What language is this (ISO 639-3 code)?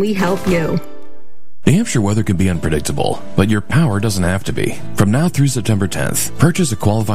eng